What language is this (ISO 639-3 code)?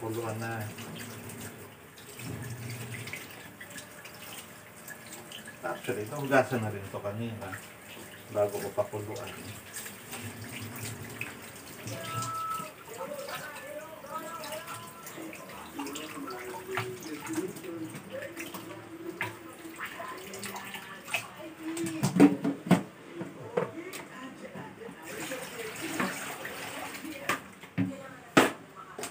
fil